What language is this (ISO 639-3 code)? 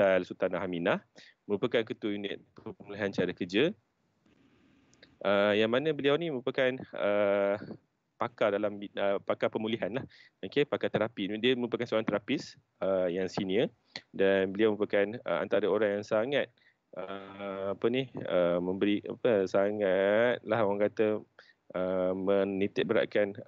msa